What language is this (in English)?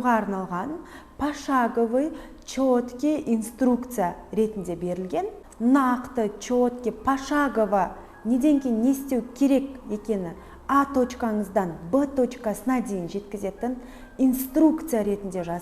Kazakh